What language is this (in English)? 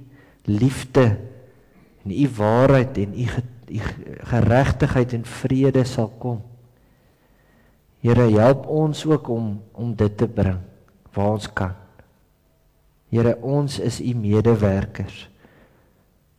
Afrikaans